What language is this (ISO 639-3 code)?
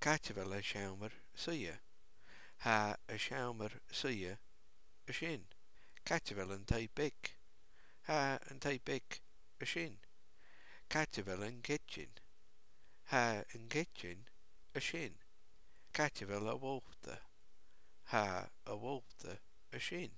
gla